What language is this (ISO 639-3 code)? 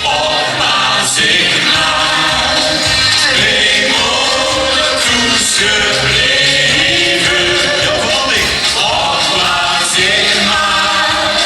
lim